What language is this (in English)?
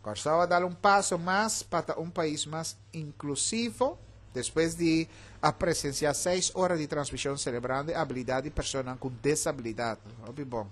Papiamento